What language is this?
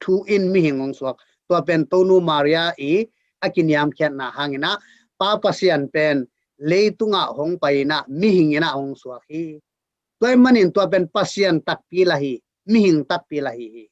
Tedim Chin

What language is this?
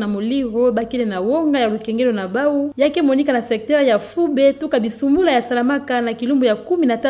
Kituba (Democratic Republic of Congo)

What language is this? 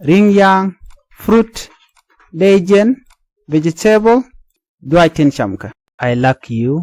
Nuer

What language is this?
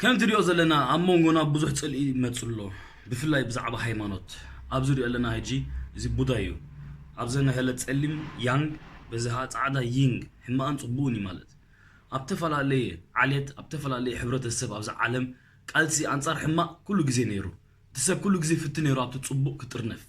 Tigrinya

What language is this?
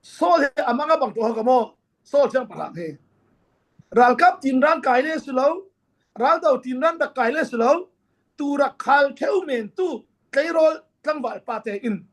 Falam Chin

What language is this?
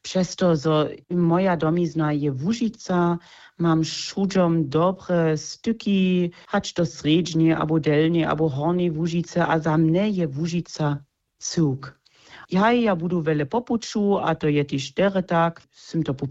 Upper Sorbian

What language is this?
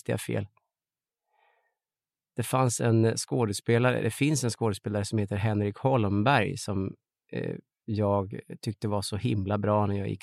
Swedish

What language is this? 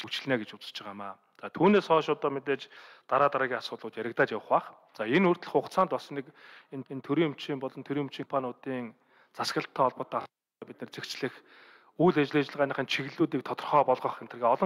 Mongolian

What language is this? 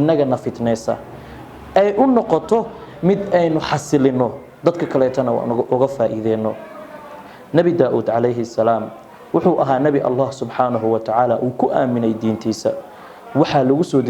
Somali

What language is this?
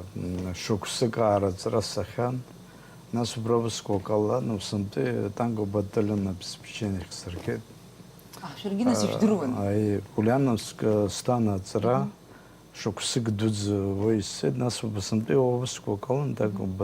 Abkhazian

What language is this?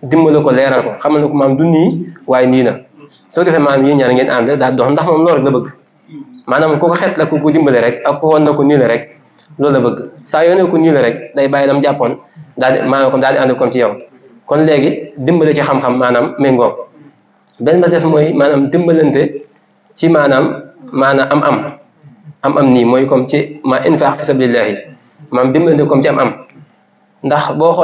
Wolof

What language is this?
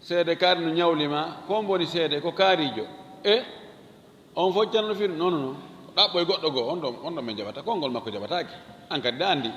Fula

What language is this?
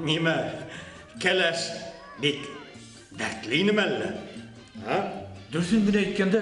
Bashkir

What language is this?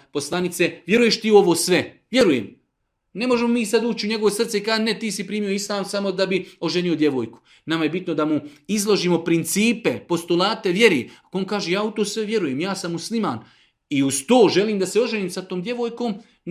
Bosnian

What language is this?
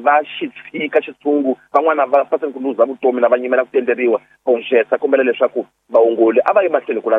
Tsonga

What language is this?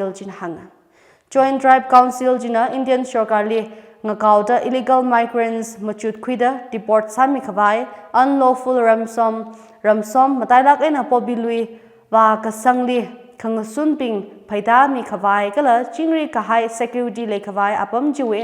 Tangkhul Naga (India)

